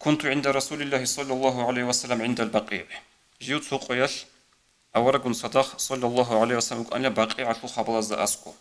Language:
Avaric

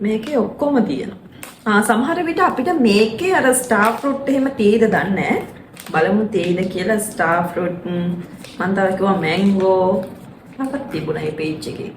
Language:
Sinhala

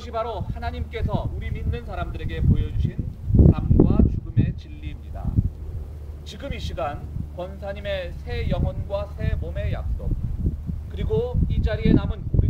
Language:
Korean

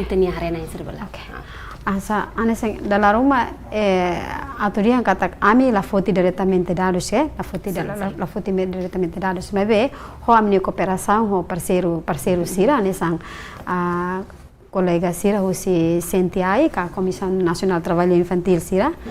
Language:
Tetum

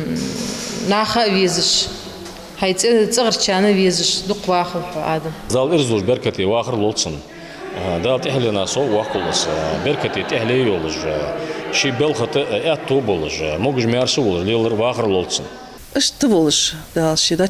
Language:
Ingush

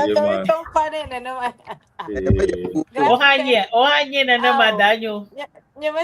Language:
Ewe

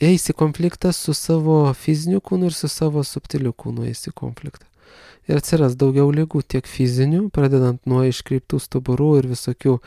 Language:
Lithuanian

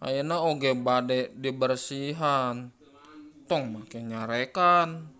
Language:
Sundanese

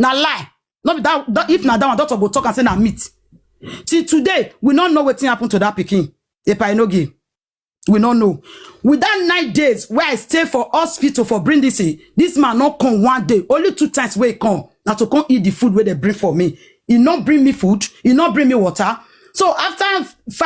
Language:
Nigerian Pidgin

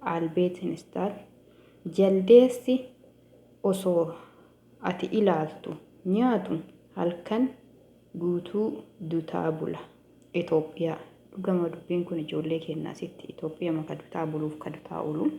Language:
Oromo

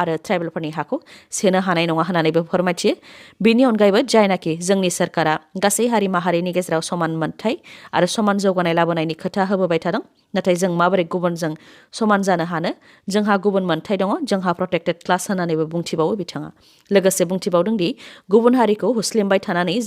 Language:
Bodo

